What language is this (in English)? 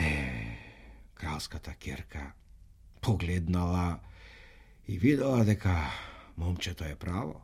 Macedonian